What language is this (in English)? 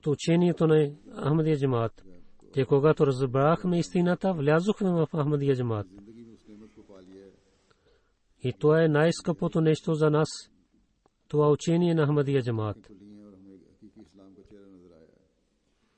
Bulgarian